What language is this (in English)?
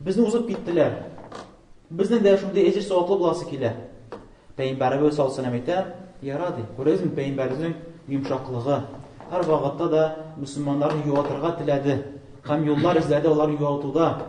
Tatar